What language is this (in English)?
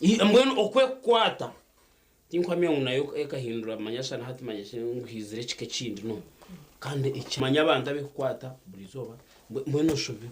Nyankole